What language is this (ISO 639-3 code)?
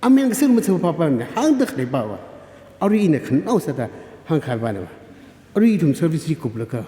nmf